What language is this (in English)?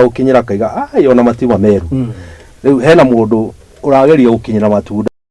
Kikuyu